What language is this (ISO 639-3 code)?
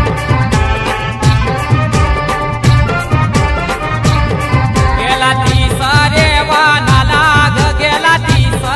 mar